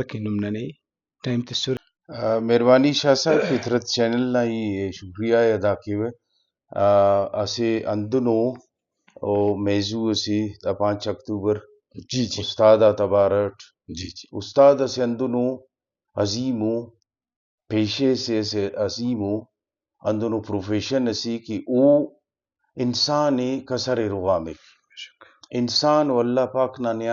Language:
Brahui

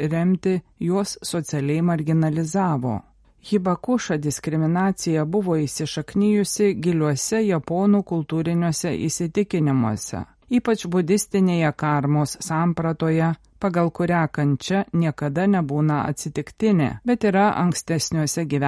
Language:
Lithuanian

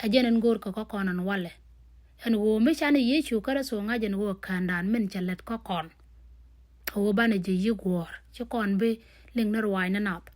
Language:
Nuer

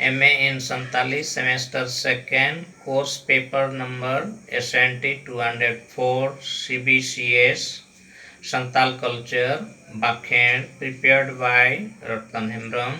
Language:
Santali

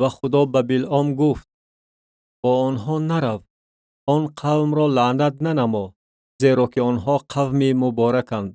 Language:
Tajik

